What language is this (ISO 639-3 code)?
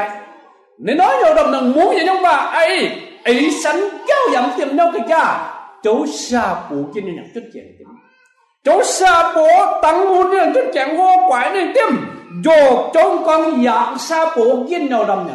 mji